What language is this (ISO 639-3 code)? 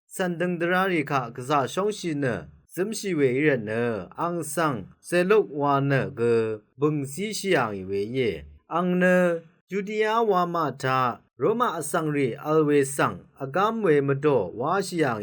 raw